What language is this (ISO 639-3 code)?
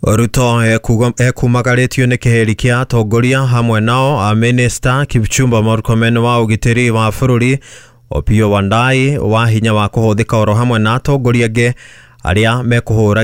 kik